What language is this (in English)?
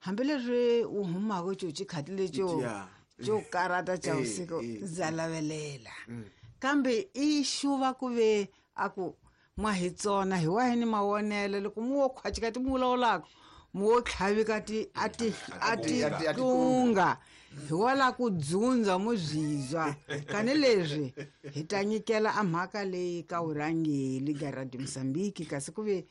Tsonga